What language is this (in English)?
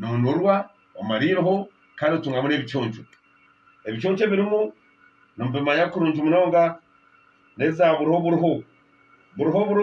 Nyankole